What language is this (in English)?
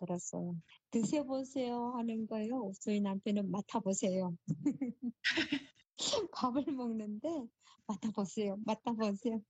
Korean